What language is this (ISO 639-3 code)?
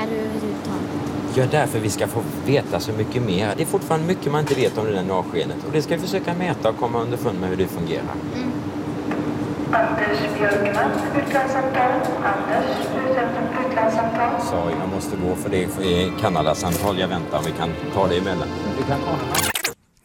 swe